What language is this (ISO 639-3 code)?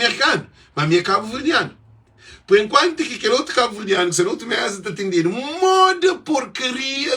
kea